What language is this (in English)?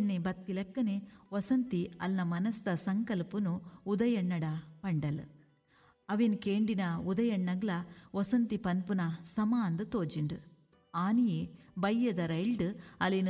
Tulu